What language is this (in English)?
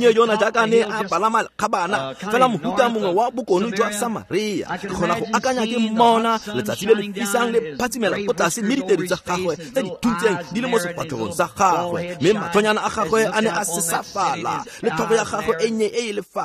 Tswana